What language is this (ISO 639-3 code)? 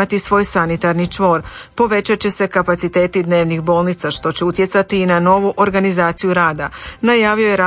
hrv